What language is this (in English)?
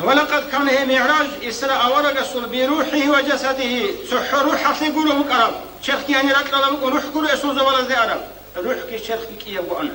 Avaric